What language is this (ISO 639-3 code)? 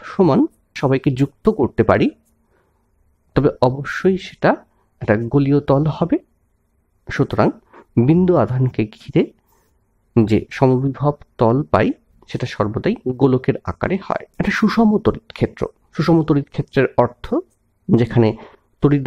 ben